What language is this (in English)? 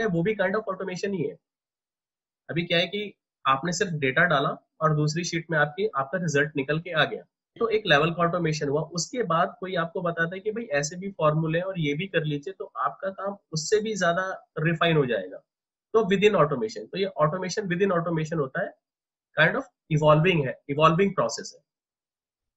Hindi